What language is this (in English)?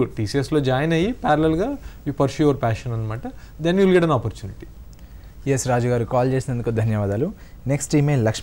Telugu